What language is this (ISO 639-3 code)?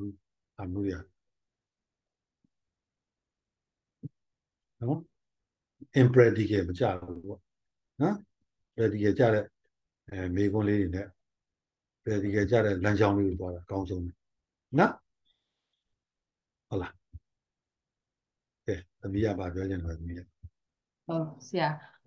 mya